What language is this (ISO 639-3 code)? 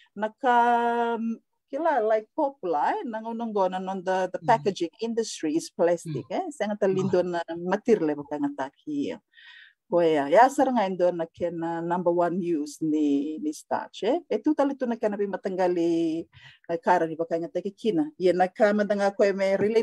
fij